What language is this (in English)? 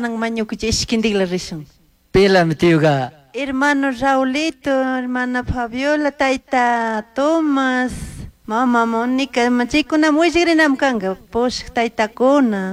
Chimborazo Highland Quichua